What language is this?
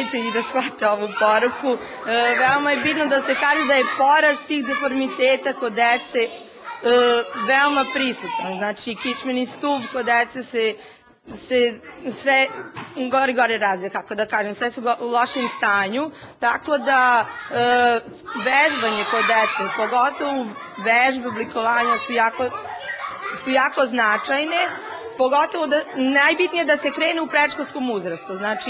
Serbian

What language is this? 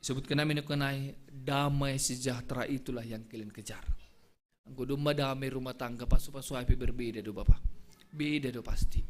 Batak Simalungun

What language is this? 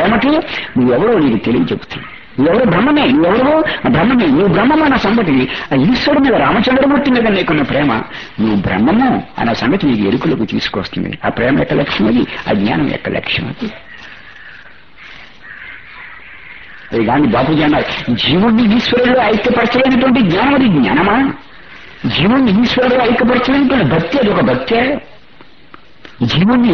Telugu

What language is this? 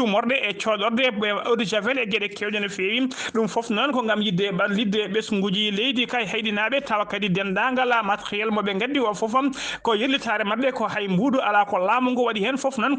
Fula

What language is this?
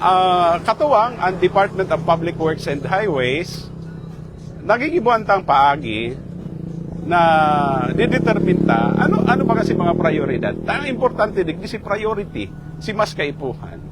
Bikol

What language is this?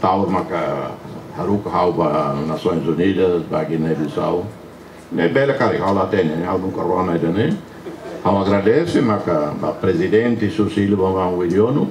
Tetum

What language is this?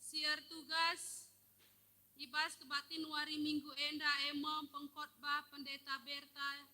Batak Karo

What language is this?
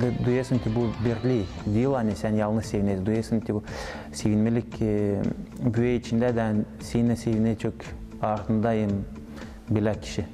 Gagauz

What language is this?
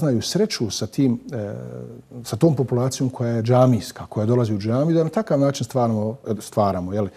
Bosnian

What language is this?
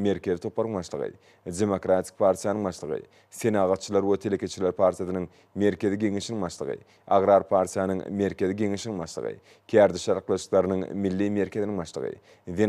Turkmen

